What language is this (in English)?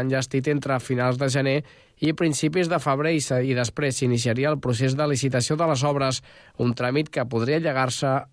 Catalan